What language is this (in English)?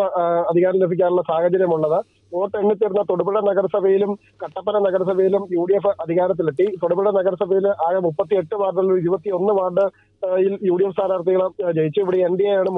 Malayalam